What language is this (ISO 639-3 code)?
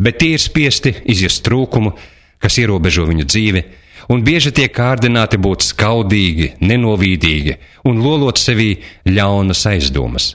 lav